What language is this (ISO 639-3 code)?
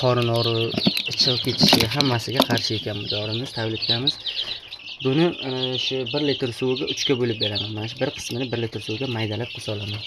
uzb